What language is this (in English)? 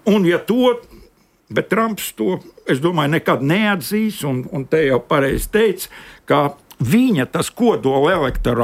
Latvian